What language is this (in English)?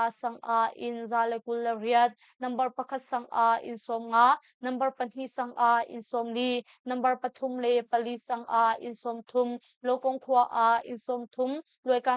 Hakha Chin